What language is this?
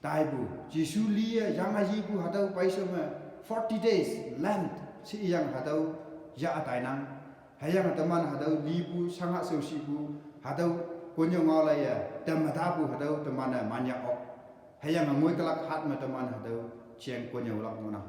Konyak Naga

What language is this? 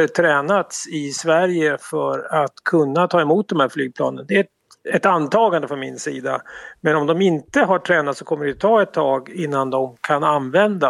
Swedish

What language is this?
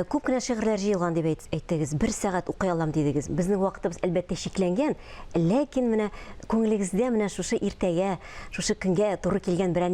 Tatar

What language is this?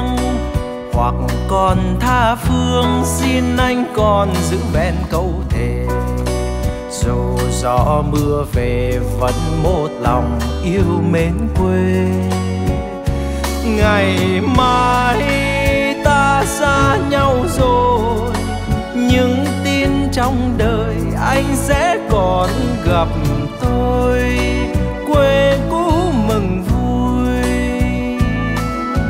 Vietnamese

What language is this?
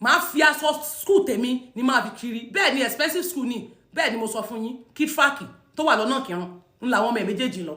Yoruba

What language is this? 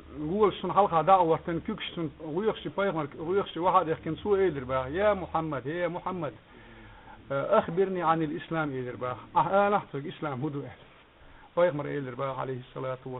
Chechen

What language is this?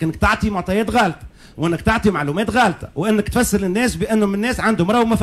Tunisian Arabic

